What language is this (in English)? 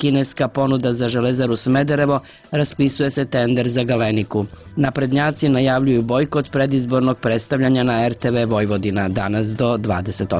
Serbian